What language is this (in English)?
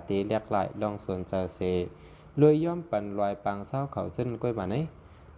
Shan